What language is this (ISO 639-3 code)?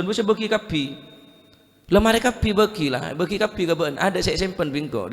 mad